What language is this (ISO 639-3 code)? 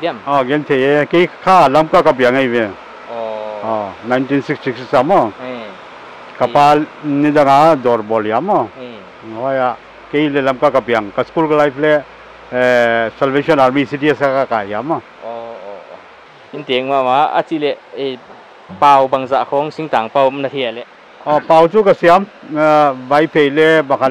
pck